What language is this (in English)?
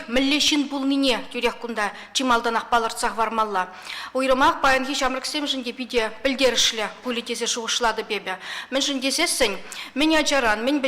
Chuvash